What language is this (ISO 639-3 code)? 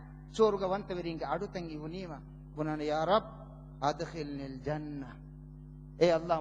div